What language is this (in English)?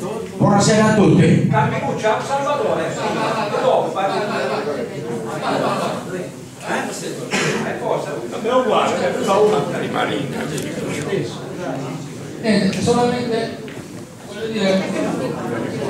Italian